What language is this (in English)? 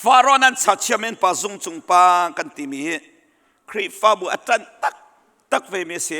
Hakha Chin